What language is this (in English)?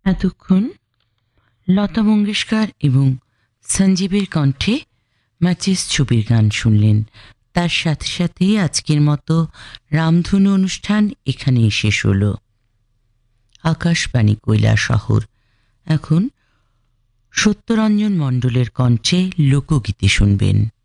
Bangla